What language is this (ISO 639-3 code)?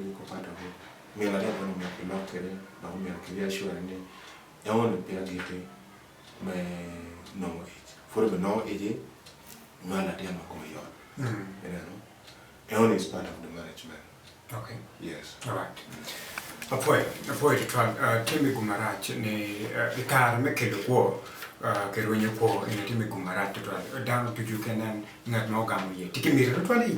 ach